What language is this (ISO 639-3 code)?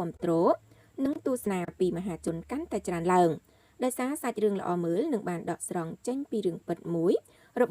khm